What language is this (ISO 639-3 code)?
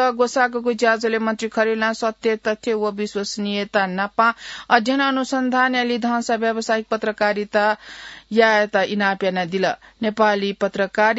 new